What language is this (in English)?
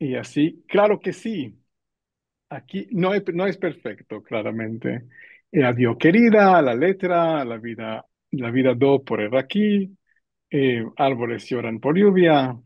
Ladino